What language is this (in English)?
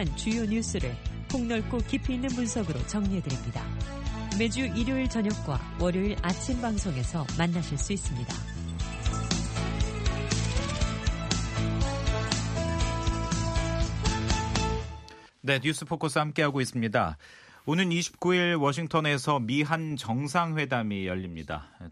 Korean